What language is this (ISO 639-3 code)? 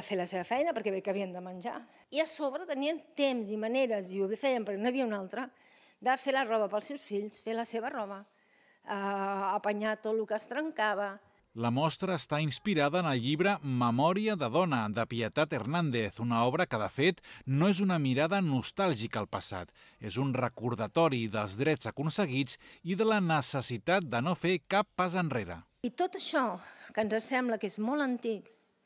cat